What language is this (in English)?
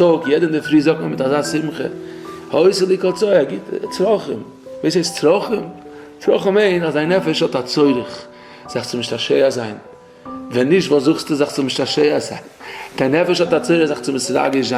Yiddish